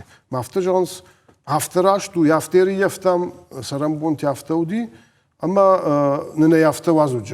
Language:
Ossetic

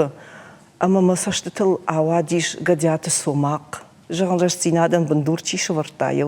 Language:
Ossetic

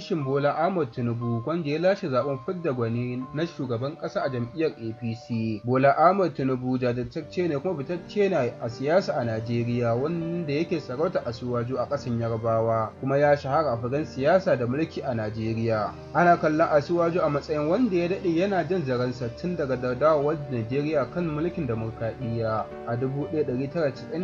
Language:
Hausa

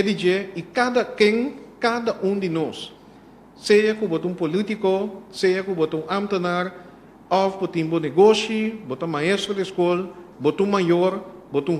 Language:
Papiamento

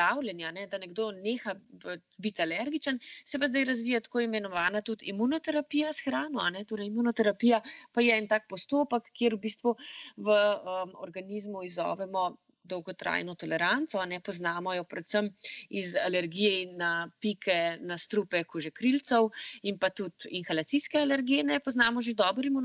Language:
Slovenian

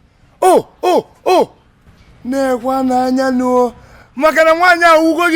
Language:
Igbo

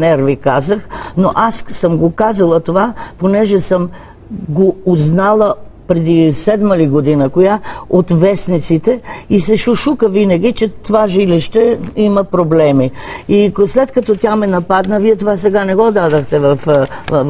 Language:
Bulgarian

